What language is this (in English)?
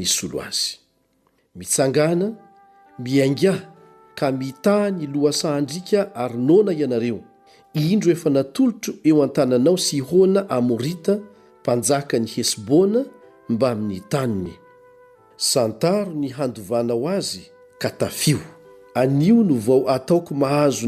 Malagasy